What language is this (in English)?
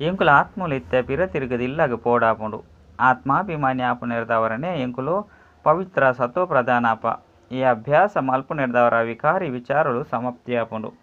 Tulu